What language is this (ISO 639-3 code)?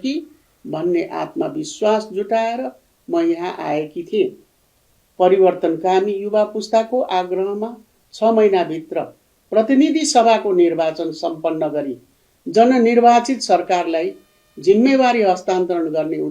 nep